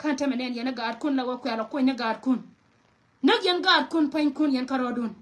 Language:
Nuer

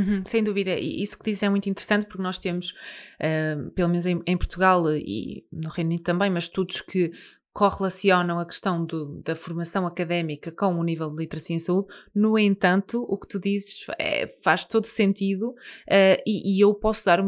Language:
Portuguese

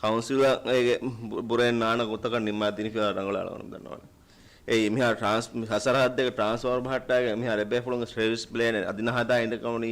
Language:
Divehi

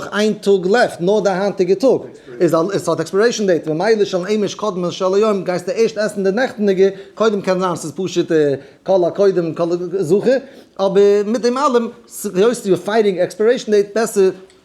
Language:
Yiddish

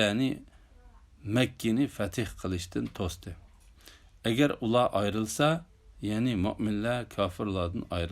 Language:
Uyghur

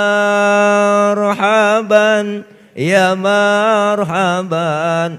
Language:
Betawi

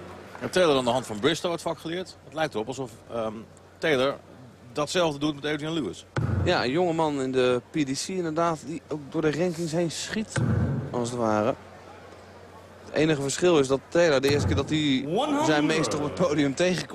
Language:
Dutch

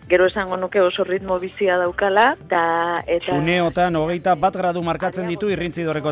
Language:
Basque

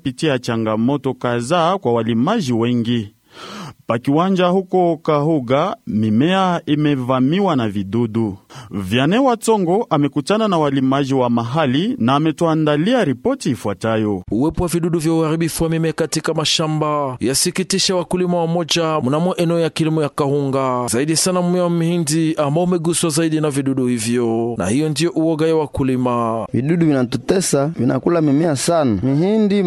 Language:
Swahili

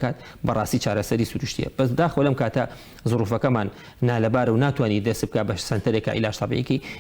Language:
Central Kurdish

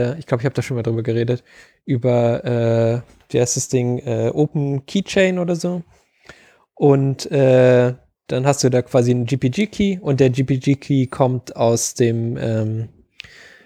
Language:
German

